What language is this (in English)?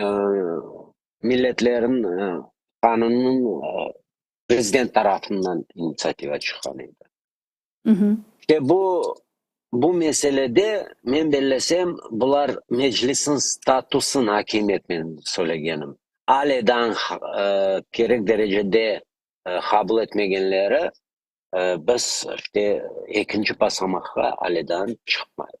Crimean Tatar